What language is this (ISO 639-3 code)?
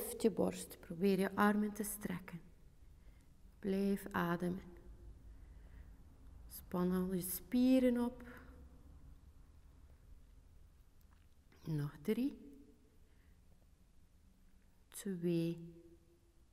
nld